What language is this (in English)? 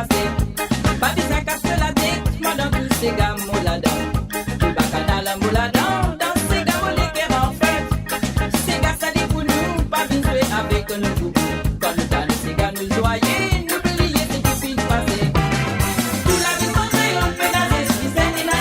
Morisyen